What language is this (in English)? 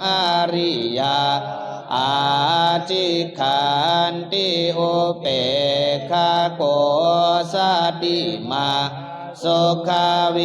Pali